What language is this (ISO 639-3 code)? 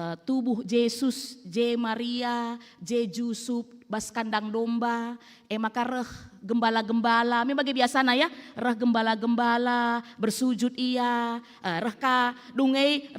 btx